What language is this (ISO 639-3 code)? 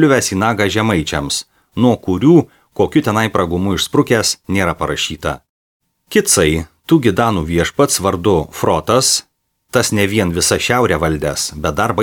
lit